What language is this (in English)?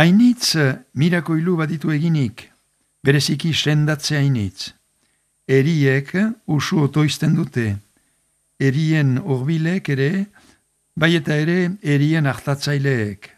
Basque